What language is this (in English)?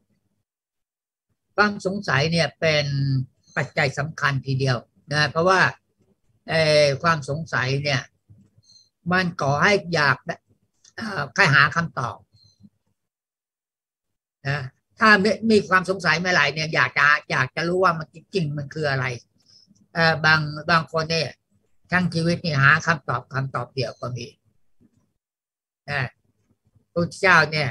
Thai